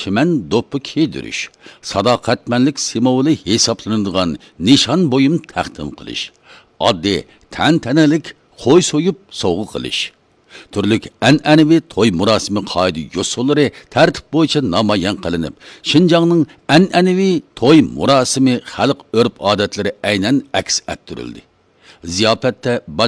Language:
Uyghur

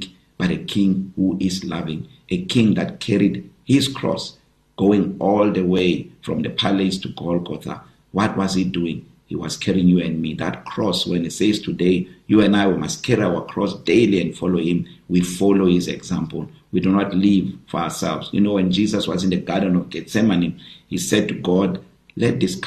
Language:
English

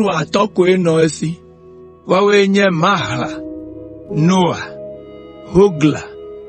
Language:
Ewe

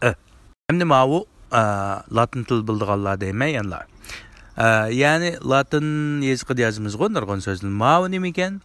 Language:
Uyghur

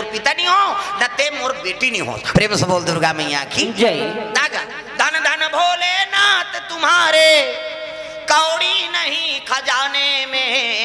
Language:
Chhattisgarhi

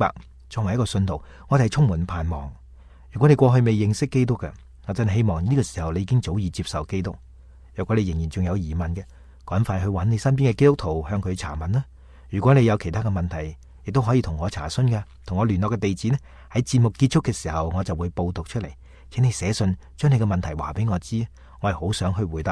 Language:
Cantonese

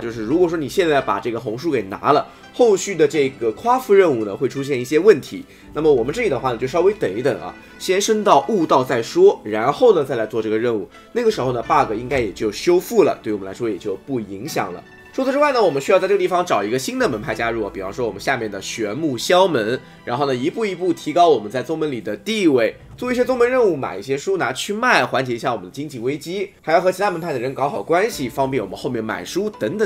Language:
Chinese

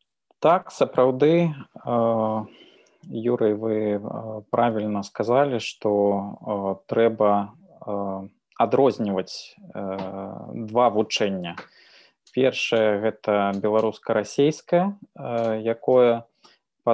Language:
Belarusian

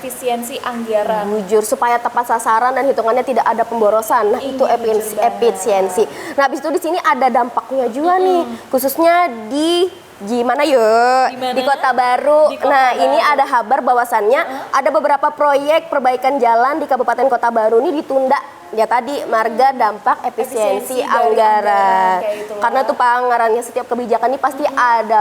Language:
Banjar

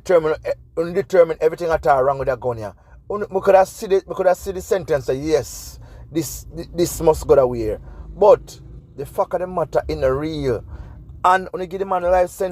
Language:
Jamaican Creole English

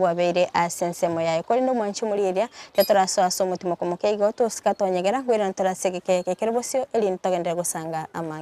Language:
Gusii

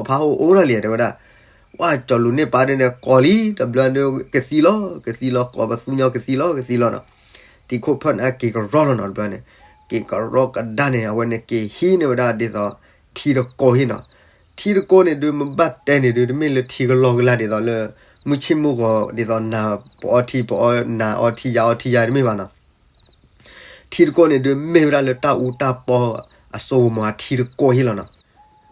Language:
S'gaw Karen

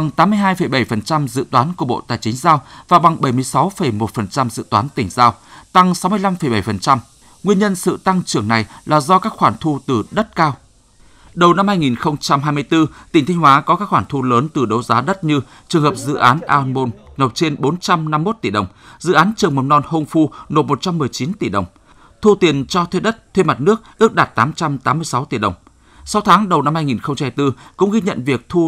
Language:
Vietnamese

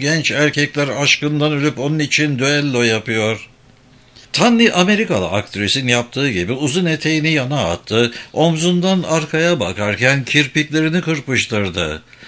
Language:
Turkish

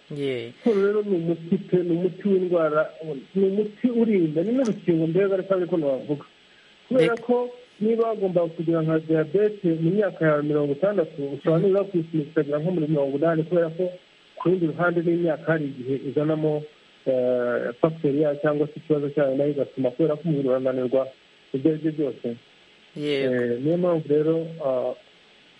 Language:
Kinyarwanda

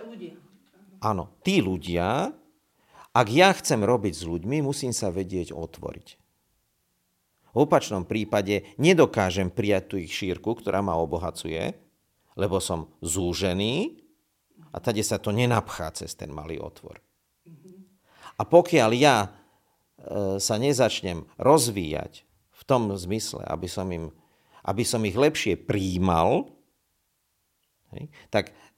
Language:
Slovak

